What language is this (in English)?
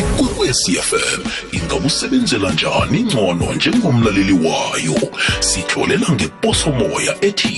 South Ndebele